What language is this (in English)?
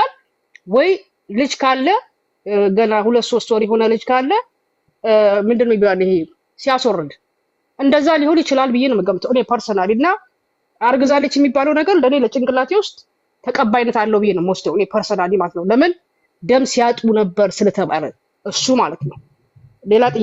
Amharic